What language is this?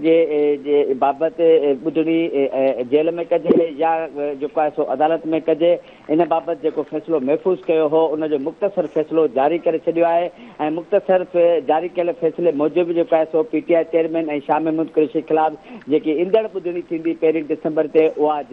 Sindhi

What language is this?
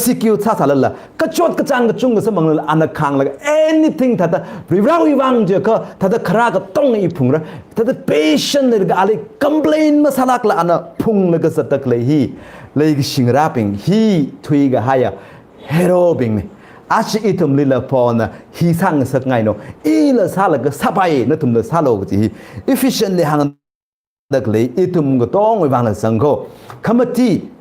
Tangkhul Naga (India)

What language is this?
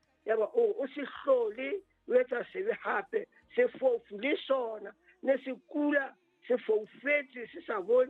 Southern Sotho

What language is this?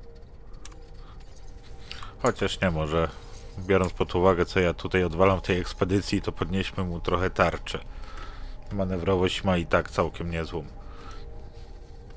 Polish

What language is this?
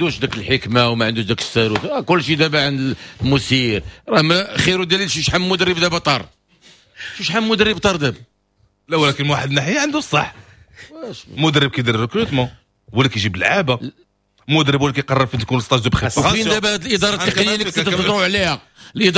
Moroccan Arabic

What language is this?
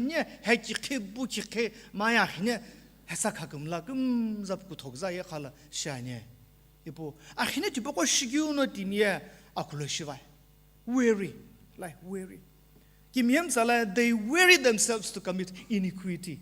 Sumi Naga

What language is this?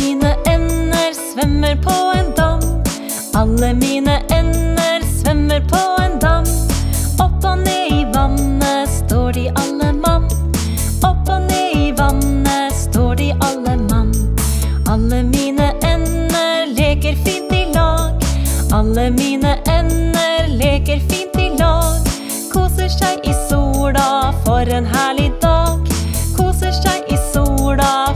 Norwegian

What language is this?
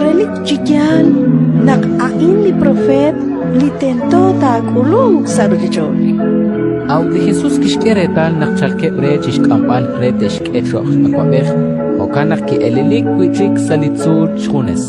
Kekchí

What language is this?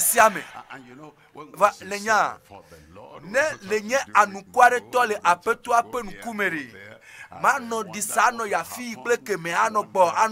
Ewe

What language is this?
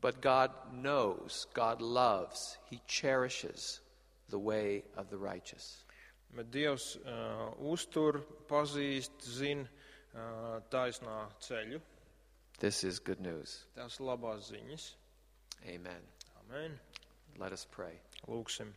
Latvian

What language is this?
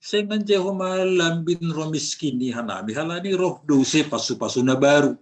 Batak Simalungun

